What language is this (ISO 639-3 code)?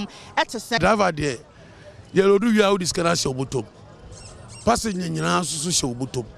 aka